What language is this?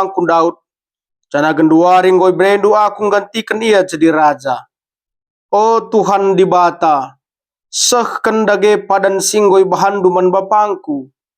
Batak Karo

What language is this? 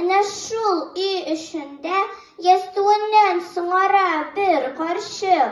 Tatar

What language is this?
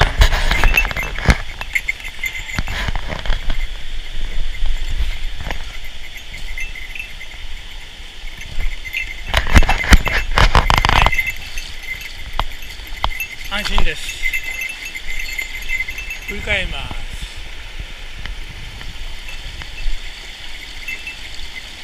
Japanese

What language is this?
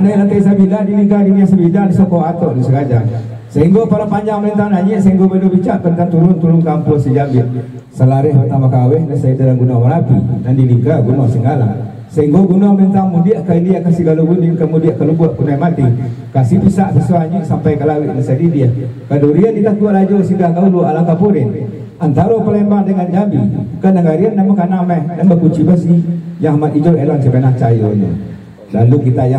Minangkabau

